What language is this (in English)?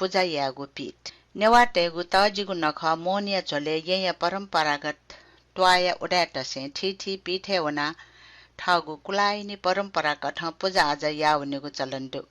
Newari